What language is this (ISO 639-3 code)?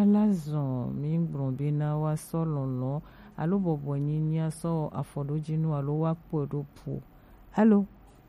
gej